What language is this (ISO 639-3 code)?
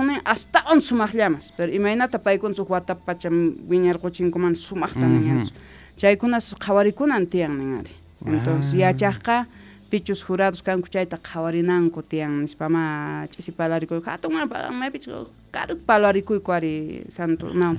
que